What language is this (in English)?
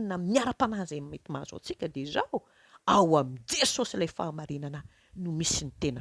Malagasy